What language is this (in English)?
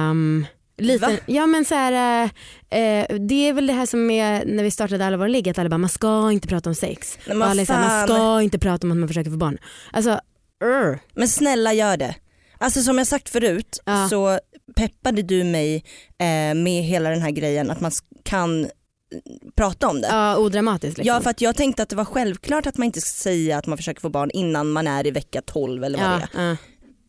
Swedish